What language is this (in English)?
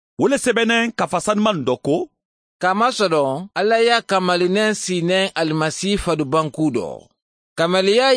Mandingo